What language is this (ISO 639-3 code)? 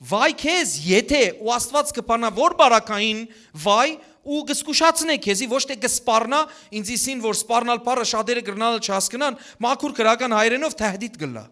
hyw